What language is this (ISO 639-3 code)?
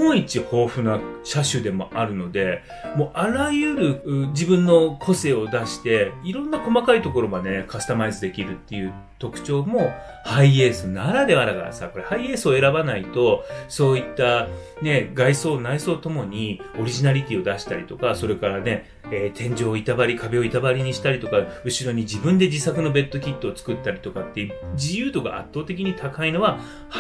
jpn